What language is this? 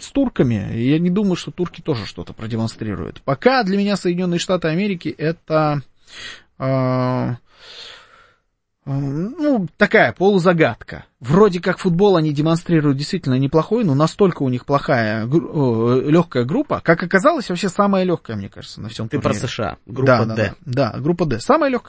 Russian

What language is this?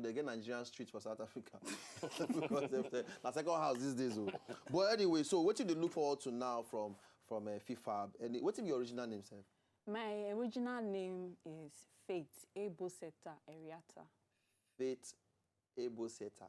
Nigerian Pidgin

